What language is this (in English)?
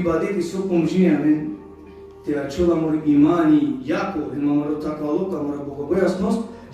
Balkan Romani